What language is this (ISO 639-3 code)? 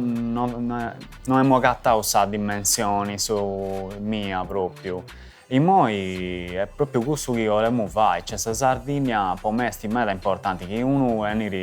srd